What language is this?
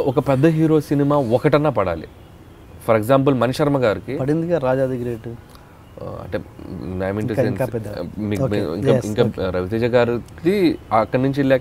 Telugu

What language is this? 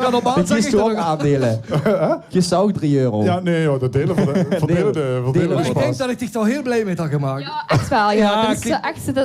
Limburgish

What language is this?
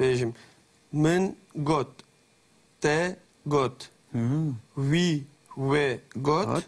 Kurdish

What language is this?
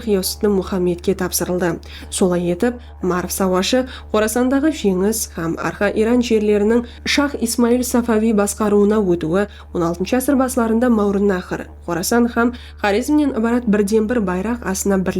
Kara-Kalpak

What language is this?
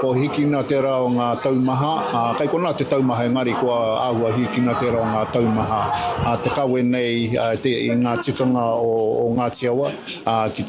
Māori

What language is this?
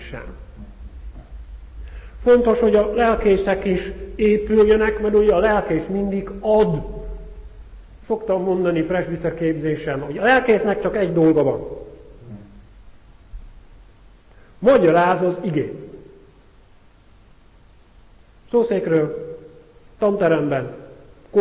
Hungarian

